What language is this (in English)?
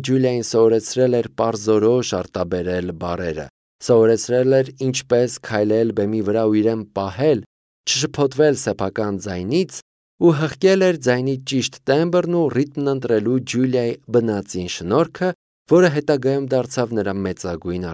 Armenian